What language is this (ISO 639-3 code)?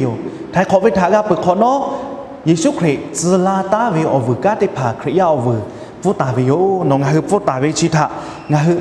lhu